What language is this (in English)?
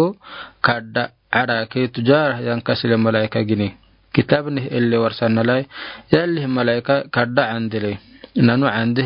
Afar